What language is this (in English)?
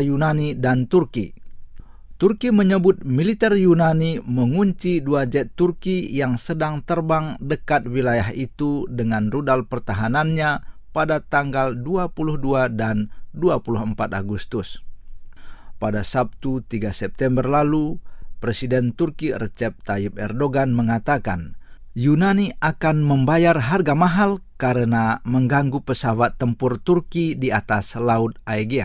Indonesian